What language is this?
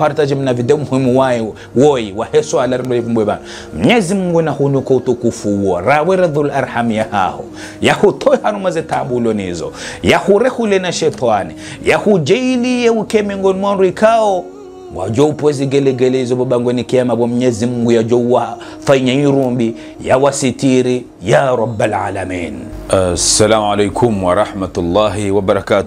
Ngazidja Comorian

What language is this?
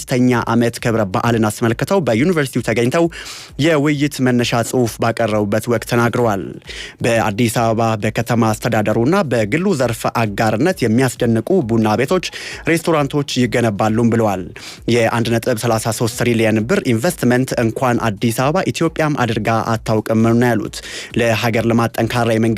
Amharic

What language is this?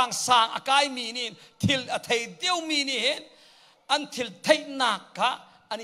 Hakha Chin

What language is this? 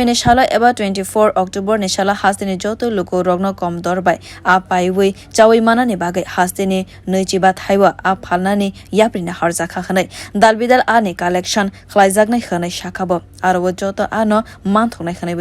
Kok Borok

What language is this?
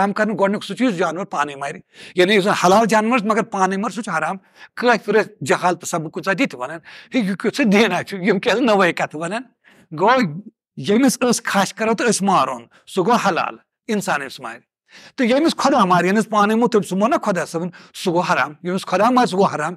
Kashmiri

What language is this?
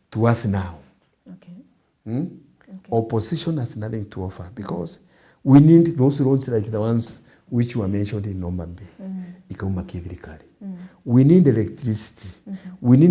Meru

